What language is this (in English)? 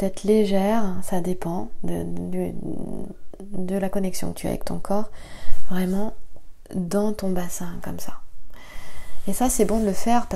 French